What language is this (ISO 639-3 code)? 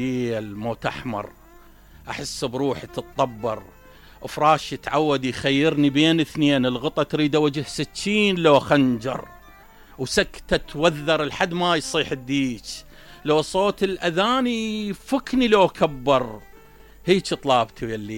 acm